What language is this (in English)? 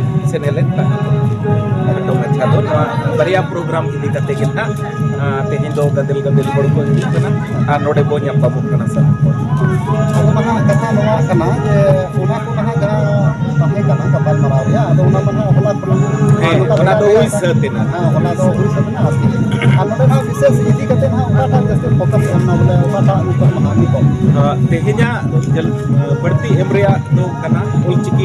Santali